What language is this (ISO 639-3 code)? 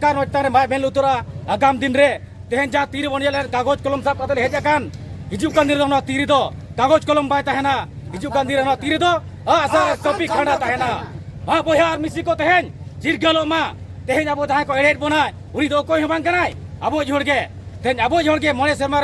sat